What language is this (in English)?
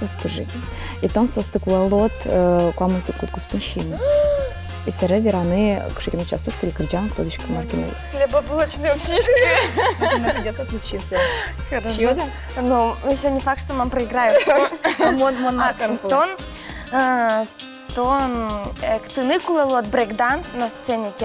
Udmurt